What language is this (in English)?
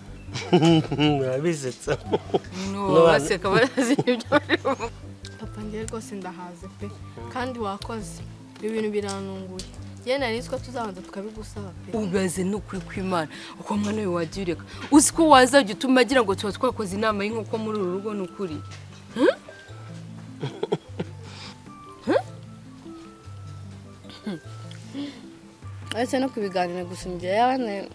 Kinyarwanda